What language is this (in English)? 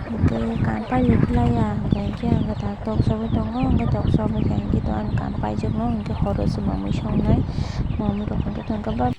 Kok Borok